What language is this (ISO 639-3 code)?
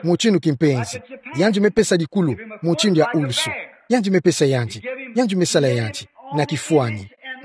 ktu